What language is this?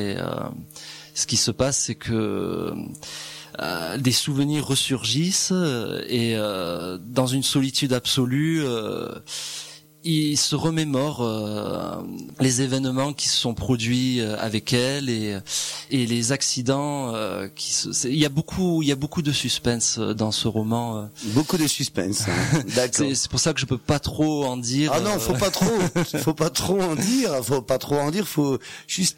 French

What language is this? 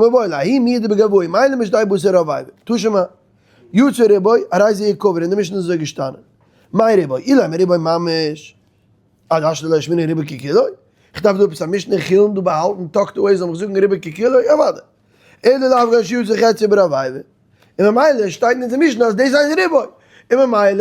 Yiddish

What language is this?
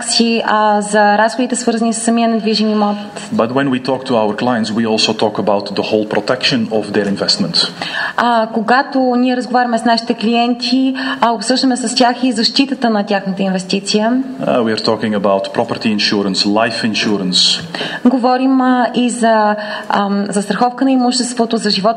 Bulgarian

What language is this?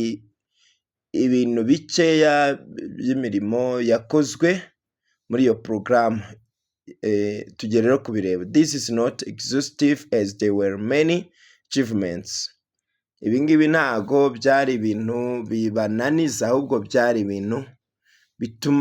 Kinyarwanda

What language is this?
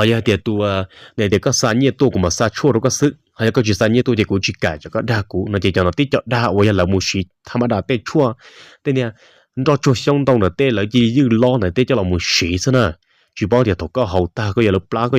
Hmong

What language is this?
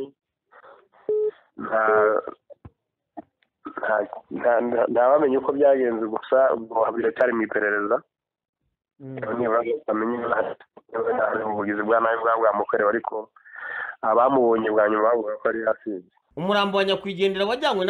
Kinyarwanda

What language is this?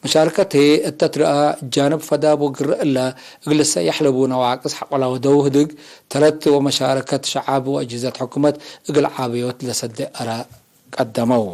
Tigre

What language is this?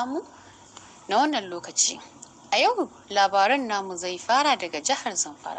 Hausa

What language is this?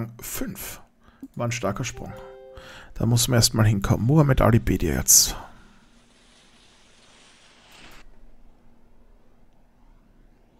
German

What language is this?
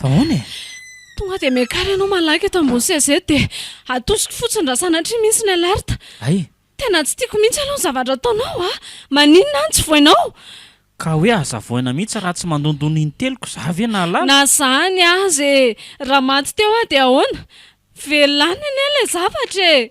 Malagasy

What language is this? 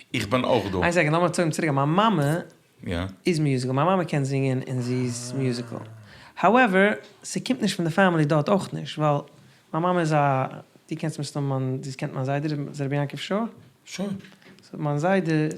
Yiddish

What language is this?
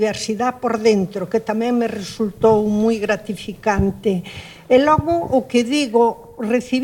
Galician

